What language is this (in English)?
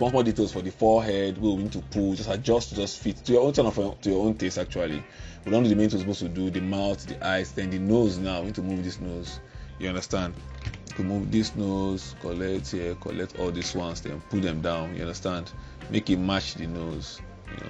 Nigerian Pidgin